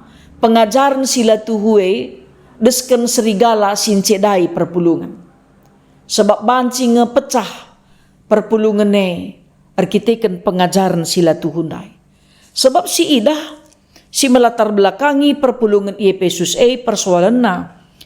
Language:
Batak Karo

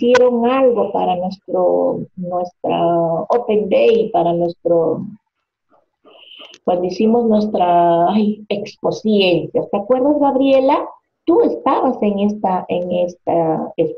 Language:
Spanish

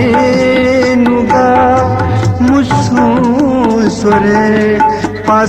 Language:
Newari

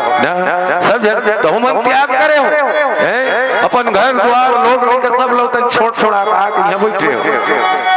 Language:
Chhattisgarhi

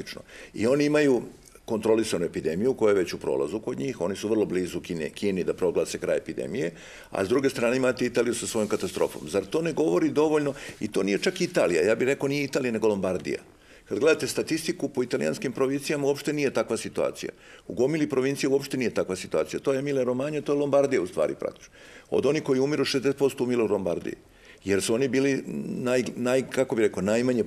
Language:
Serbian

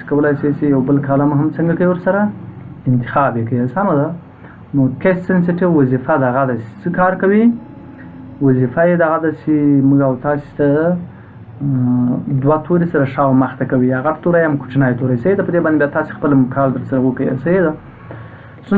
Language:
Pashto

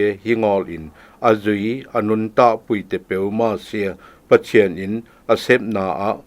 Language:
Zou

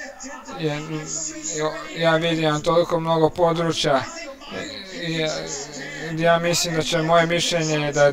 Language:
Croatian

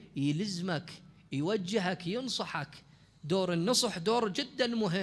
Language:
Mesopotamian Arabic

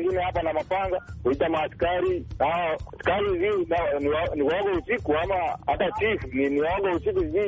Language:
Swahili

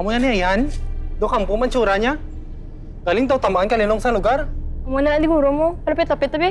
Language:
Hiligaynon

